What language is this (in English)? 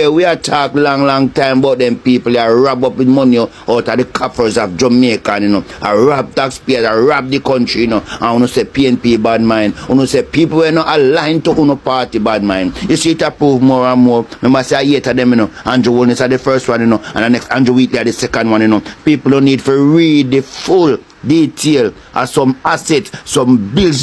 Jamaican Creole English